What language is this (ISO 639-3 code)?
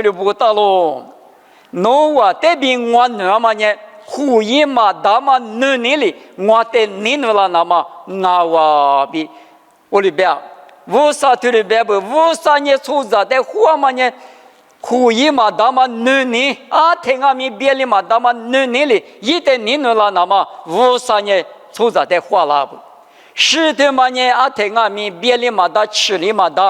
lis